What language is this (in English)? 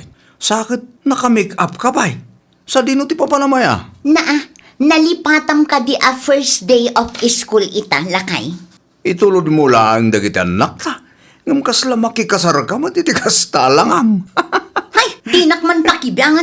Iloko